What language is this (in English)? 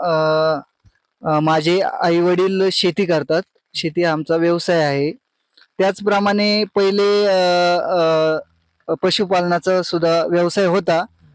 Marathi